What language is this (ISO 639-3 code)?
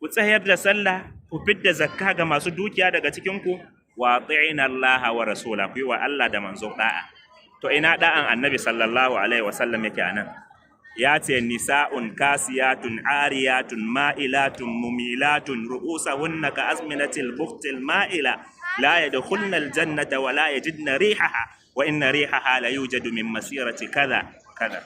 hau